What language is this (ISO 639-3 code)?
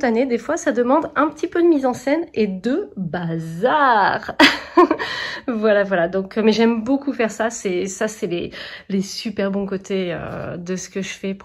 fra